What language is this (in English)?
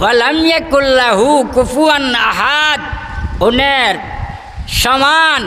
Sylheti